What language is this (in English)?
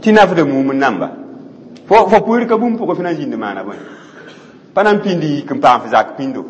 Mossi